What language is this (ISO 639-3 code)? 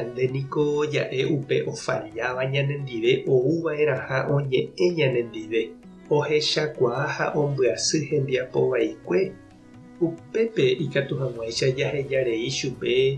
grn